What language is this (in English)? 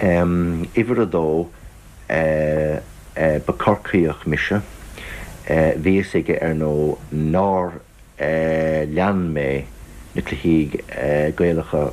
Irish